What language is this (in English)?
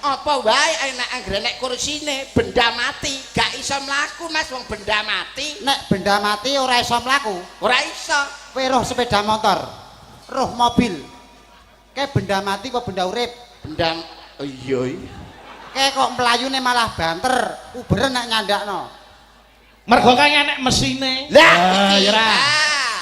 Javanese